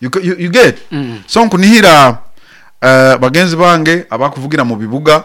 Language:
Nyoro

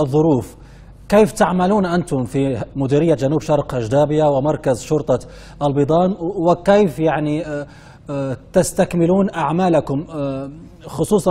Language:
Libyan Arabic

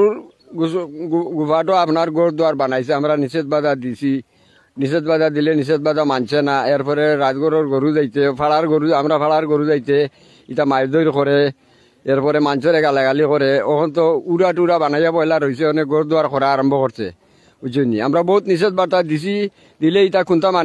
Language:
Sylheti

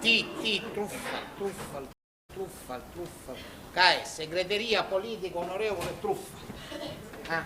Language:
Sicilian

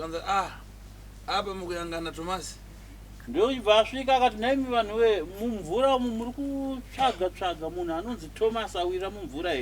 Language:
Shona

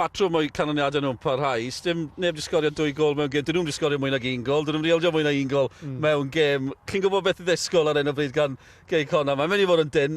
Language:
Welsh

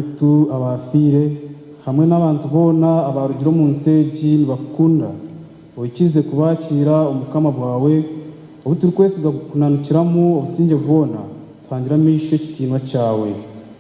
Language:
Nyankole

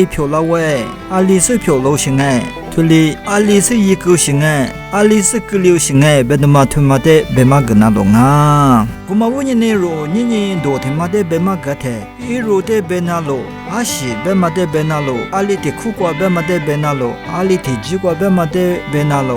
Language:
Lisu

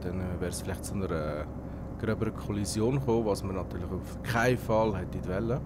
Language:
Swiss German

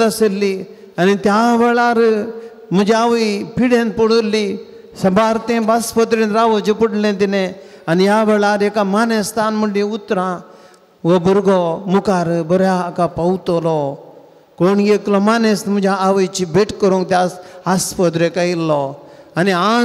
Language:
Konkani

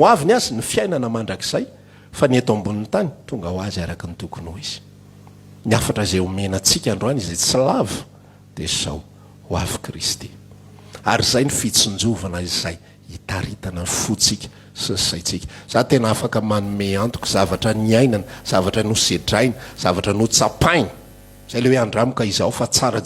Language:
Malagasy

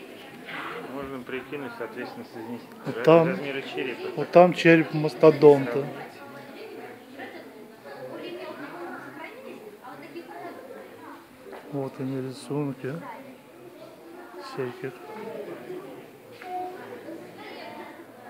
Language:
Russian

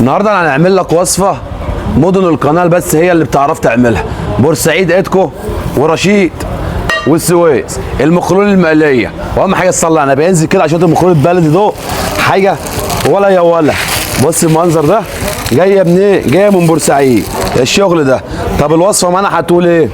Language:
Egyptian Arabic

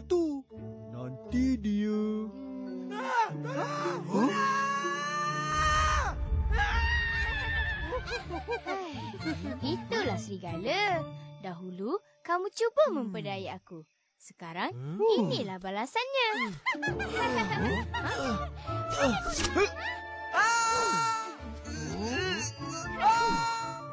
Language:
Malay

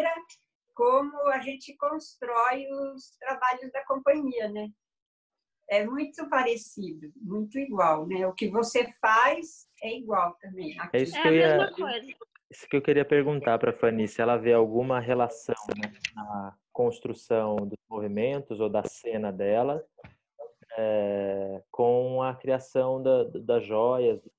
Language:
Portuguese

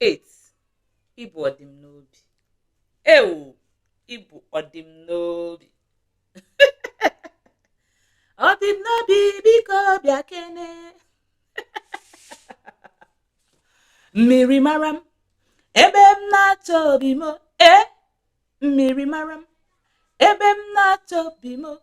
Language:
Igbo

